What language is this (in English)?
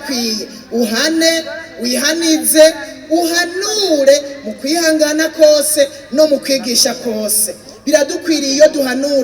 Rundi